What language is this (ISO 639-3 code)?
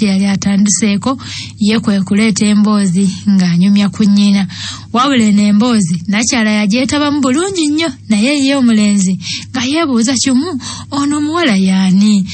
lug